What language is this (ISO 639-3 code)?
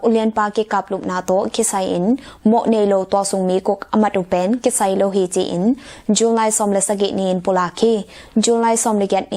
ctd